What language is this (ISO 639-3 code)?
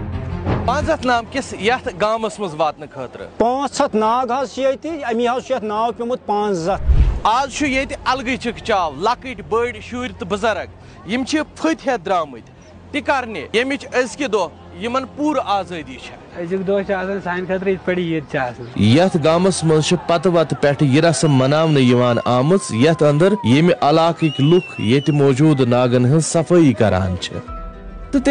kas